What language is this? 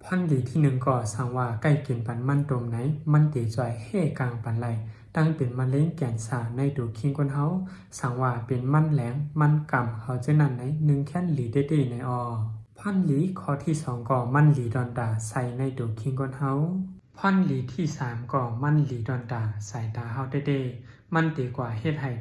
Shan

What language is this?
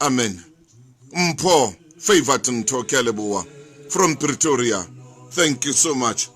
Southern Sotho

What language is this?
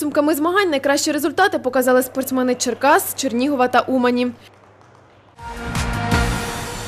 Ukrainian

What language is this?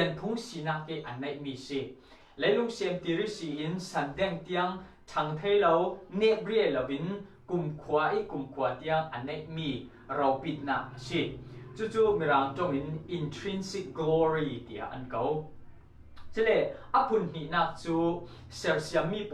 Falam Chin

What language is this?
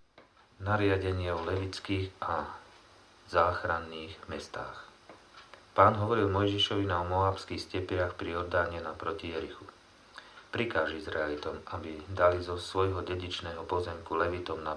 Slovak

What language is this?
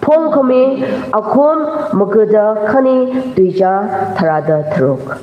Tangkhul Naga (India)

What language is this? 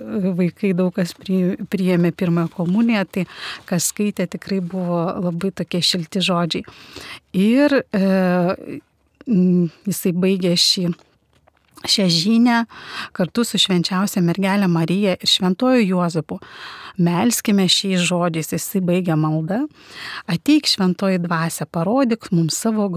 Lithuanian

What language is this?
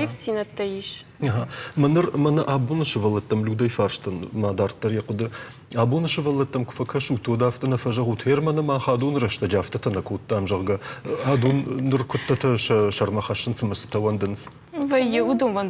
Ossetic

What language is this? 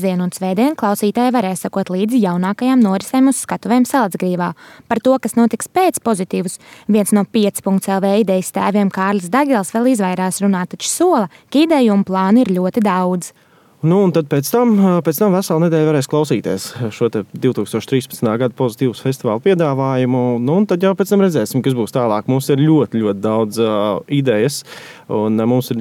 Latvian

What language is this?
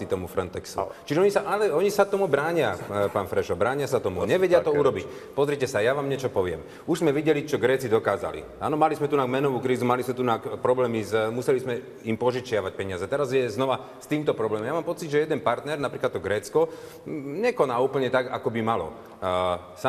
Slovak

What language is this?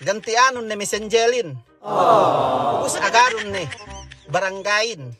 Yakan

